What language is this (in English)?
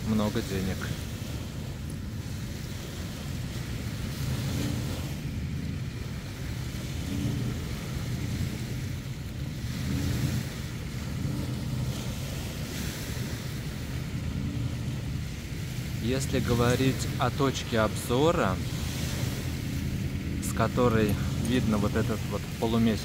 Russian